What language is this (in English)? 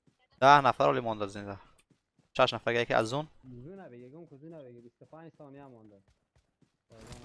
Persian